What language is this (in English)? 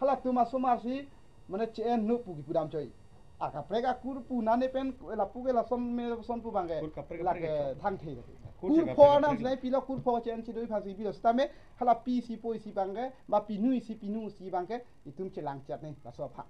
Karbi